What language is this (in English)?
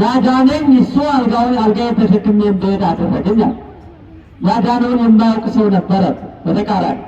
Amharic